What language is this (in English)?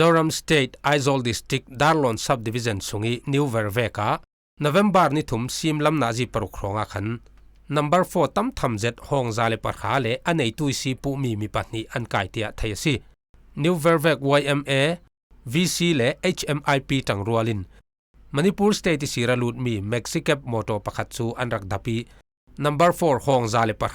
Falam Chin